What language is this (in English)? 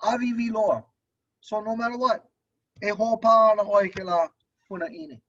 Hawaiian